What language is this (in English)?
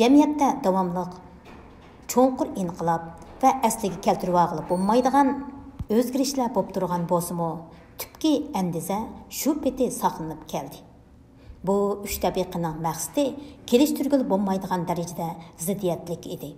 Uyghur